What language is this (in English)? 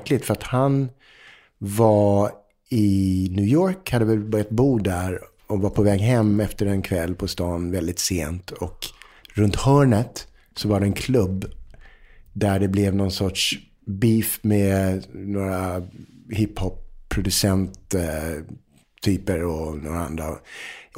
Swedish